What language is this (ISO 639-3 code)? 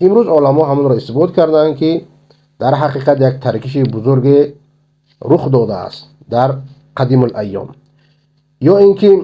fas